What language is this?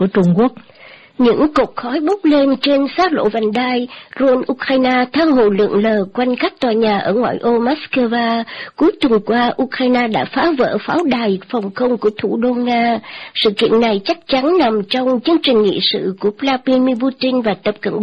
Vietnamese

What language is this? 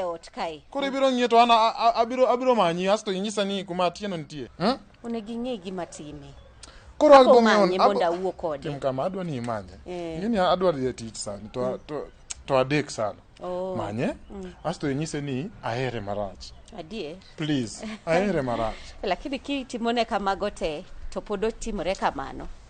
Luo (Kenya and Tanzania)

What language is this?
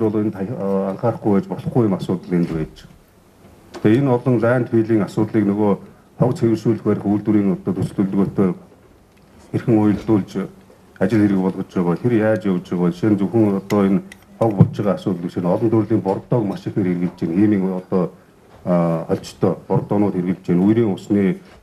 Mongolian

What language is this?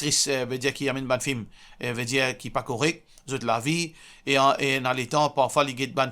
Morisyen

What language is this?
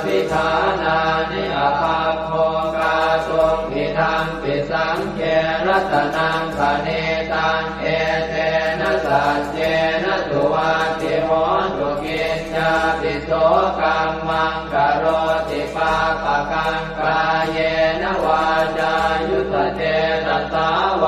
Pali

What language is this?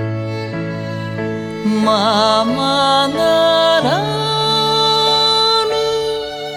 Japanese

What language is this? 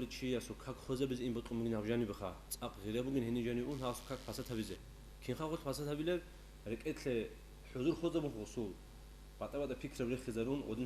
Avaric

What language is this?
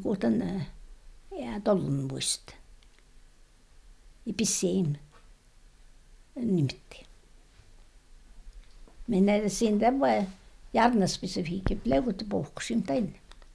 Tornedalen Finnish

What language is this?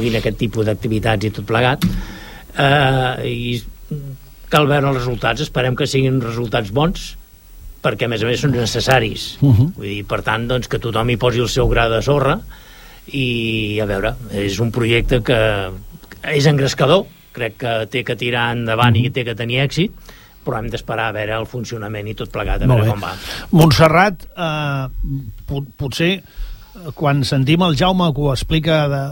Catalan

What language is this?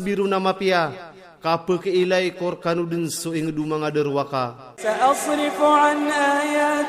Maranao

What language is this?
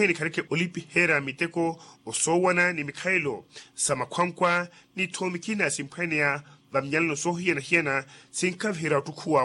Makhuwa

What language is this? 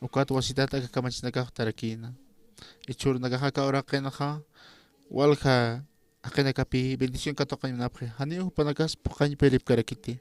Aymara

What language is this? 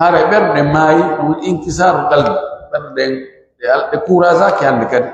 Pular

